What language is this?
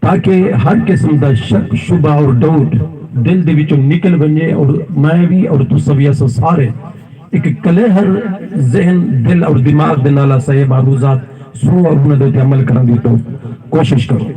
Saraiki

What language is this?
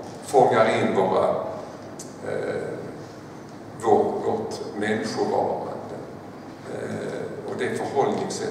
Swedish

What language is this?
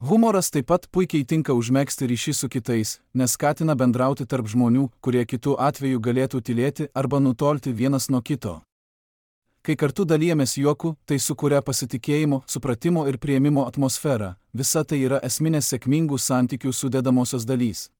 Lithuanian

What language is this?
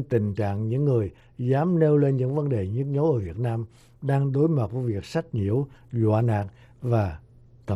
Vietnamese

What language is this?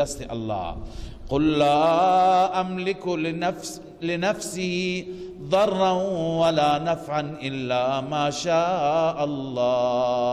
Persian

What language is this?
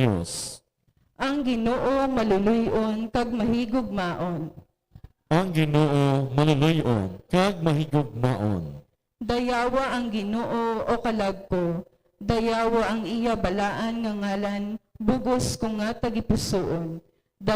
Hiligaynon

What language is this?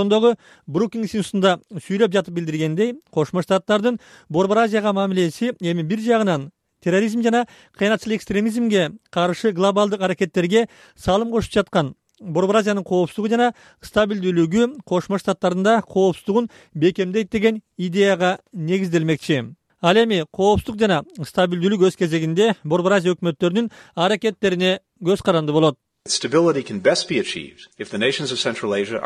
Kyrgyz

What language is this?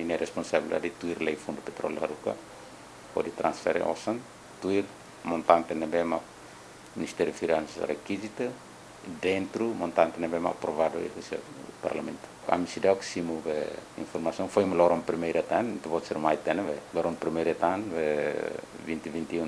Tetum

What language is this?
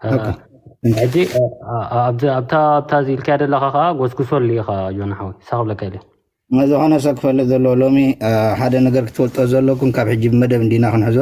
Tigrinya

